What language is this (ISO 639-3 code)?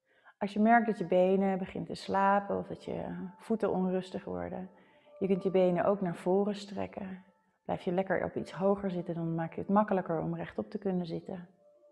nld